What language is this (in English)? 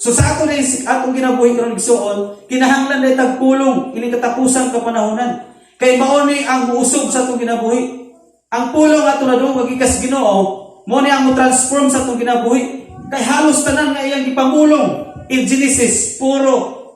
Cebuano